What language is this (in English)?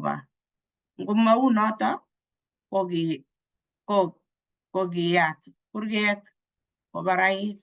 Kalenjin